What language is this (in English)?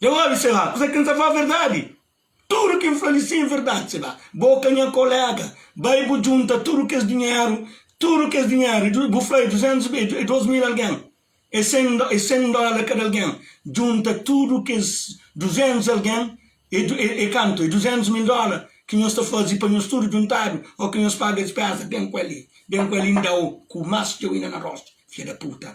Kabuverdianu